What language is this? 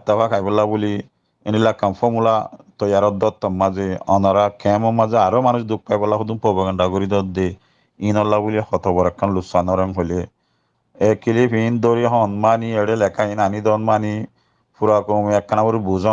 Rohingya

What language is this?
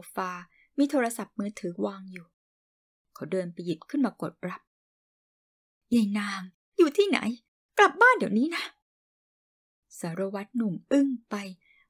Thai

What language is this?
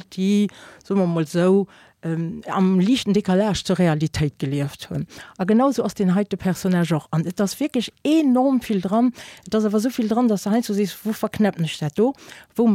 Luxembourgish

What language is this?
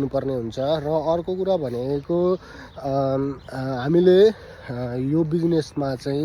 Nepali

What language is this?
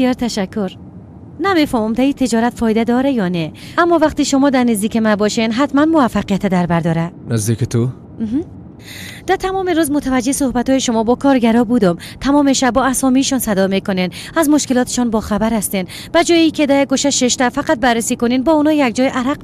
Persian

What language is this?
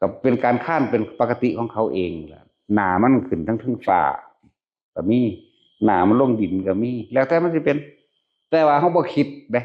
Northeastern Thai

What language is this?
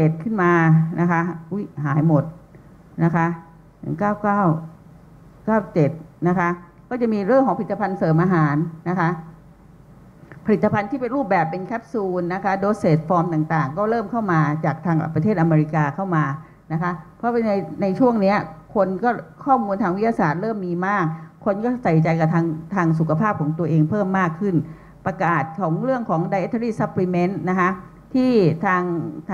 Thai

